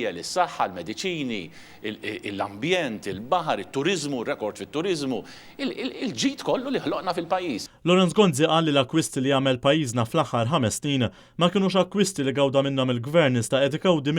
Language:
Maltese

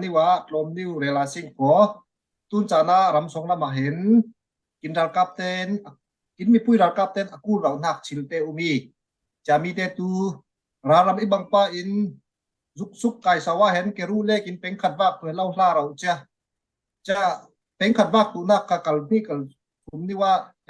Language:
Falam Chin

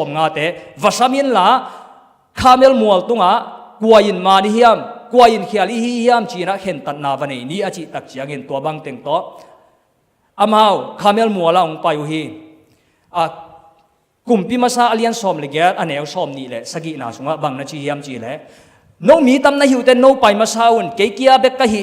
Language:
Tedim Chin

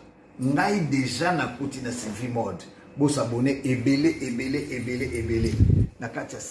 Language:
Lingala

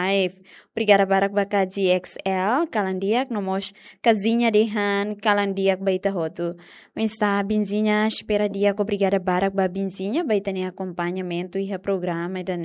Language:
Tetum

